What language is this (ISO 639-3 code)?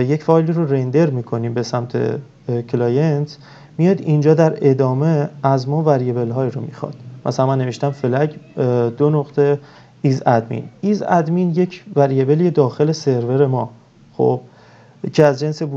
fas